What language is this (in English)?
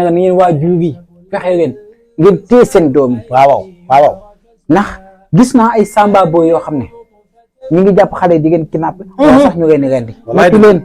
Wolof